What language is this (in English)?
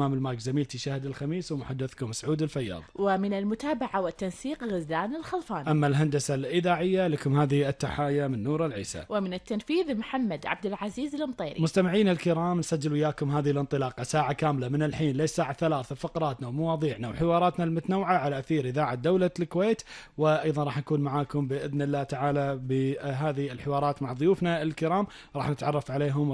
Gulf Arabic